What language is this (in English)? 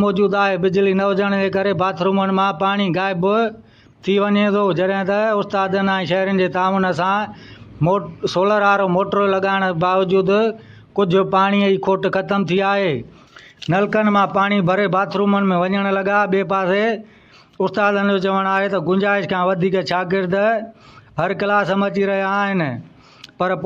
Sindhi